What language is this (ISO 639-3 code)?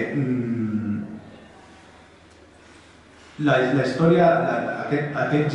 cat